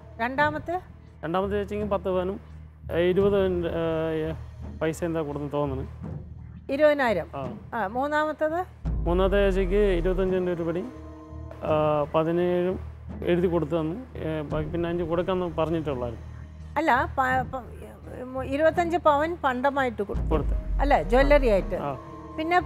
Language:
Malayalam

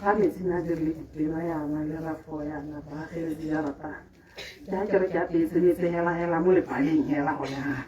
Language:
Tswana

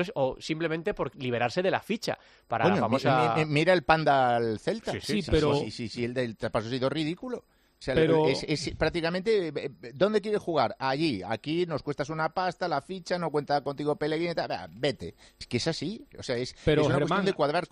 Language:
Spanish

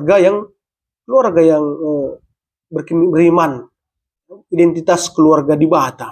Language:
Batak Karo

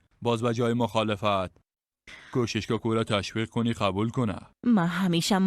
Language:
Persian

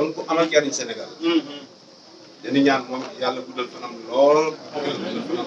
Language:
Wolof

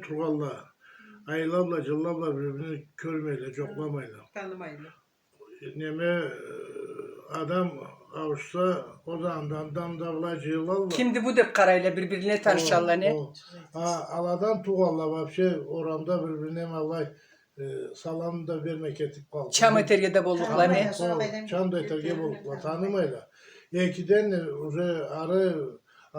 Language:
Karachay-Balkar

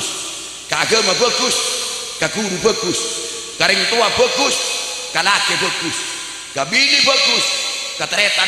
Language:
Madurese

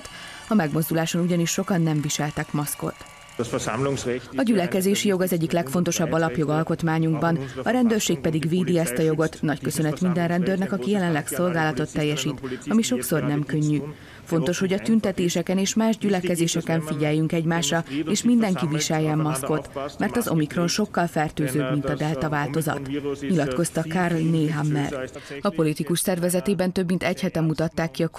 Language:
Hungarian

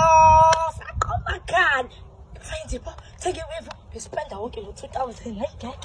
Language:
Zulu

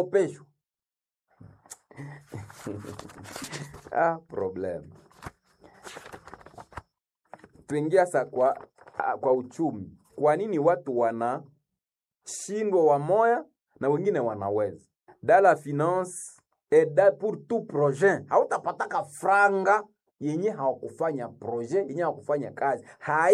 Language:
Swahili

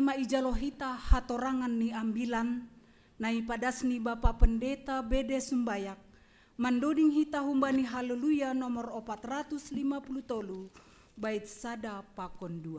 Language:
Batak Simalungun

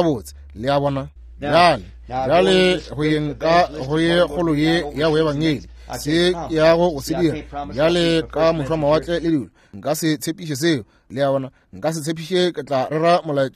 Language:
Northern Sotho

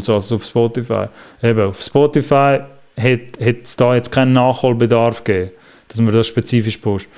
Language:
Swiss German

